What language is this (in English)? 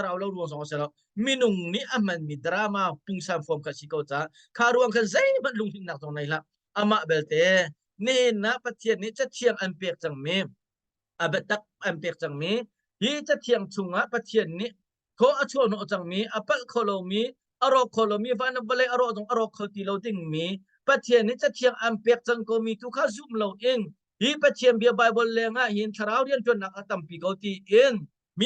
Hakha Chin